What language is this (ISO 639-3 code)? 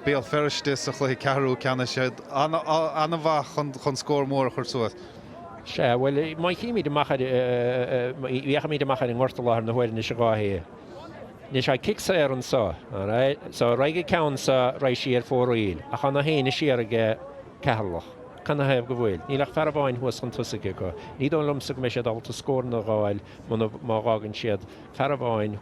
gle